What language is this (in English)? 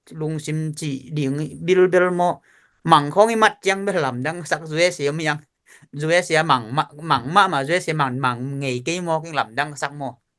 Tedim Chin